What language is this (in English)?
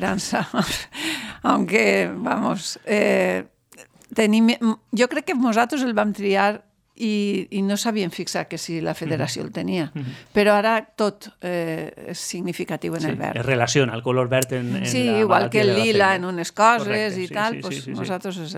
Catalan